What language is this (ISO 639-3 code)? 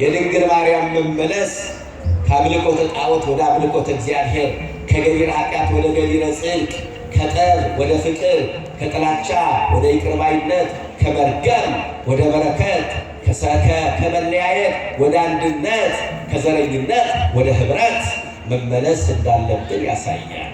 amh